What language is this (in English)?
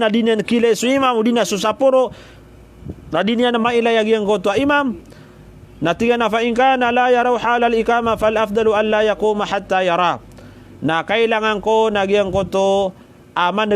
Maranao